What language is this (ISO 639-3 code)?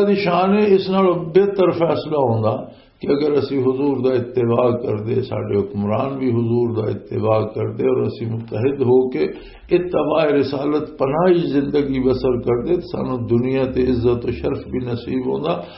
lah